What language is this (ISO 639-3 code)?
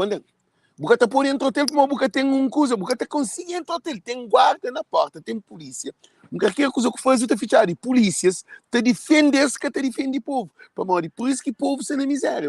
kea